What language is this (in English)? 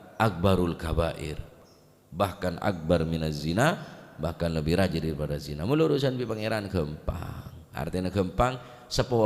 Madurese